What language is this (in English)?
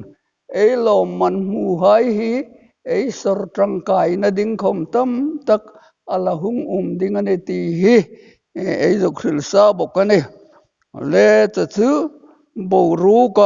Hmar